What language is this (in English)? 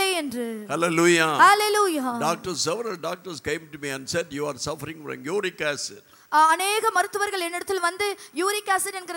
Tamil